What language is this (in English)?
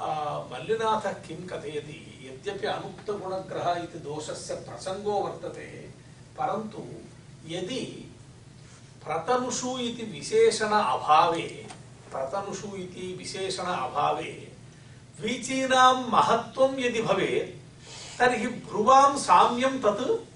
Sanskrit